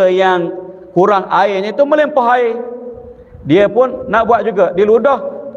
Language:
Malay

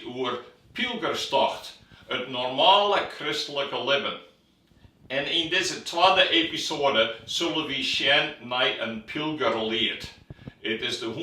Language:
Western Frisian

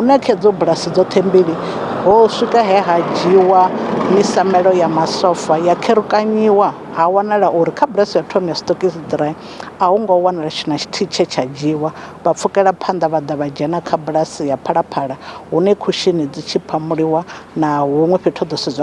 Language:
Venda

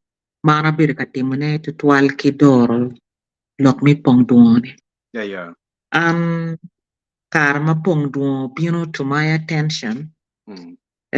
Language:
Acoli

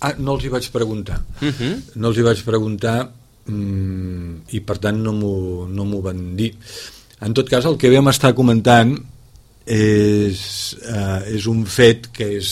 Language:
Catalan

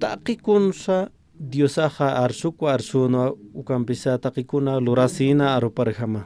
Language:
Aymara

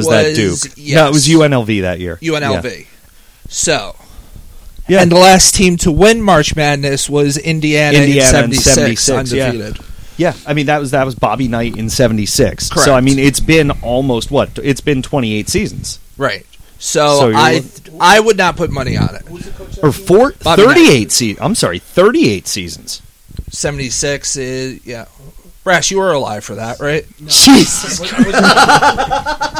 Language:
English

